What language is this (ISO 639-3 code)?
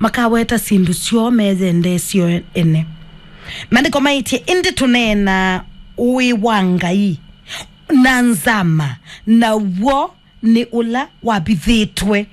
kam